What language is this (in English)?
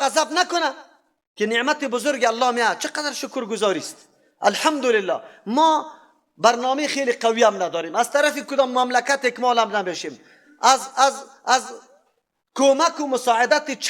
Persian